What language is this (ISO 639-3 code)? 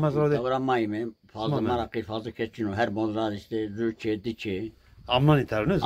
zza